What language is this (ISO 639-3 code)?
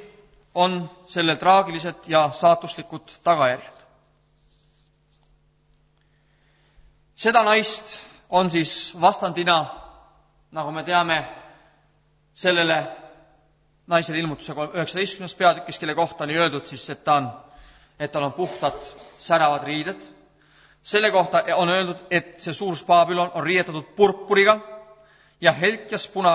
est